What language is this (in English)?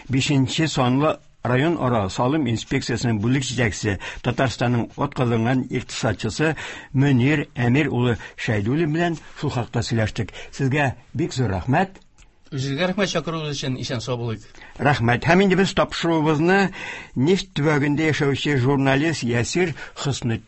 Tatar